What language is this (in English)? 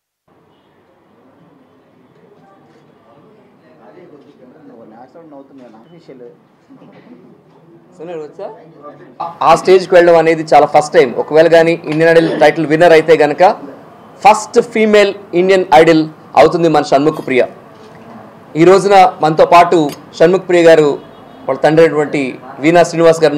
Telugu